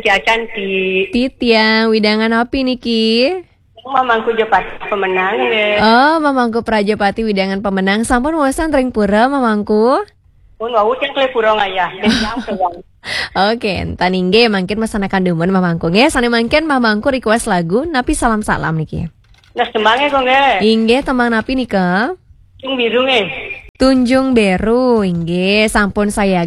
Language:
Balinese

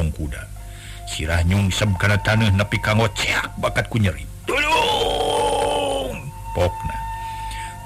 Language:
Sundanese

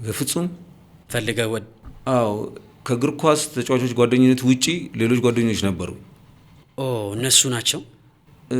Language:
Amharic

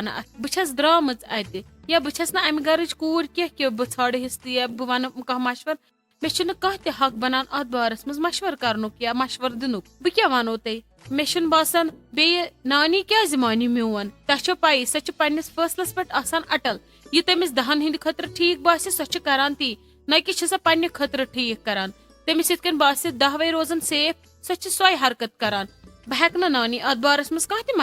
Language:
Kashmiri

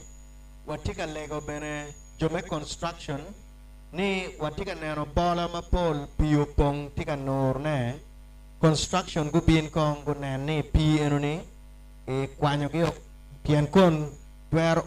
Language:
Acoli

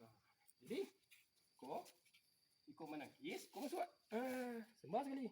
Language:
Minangkabau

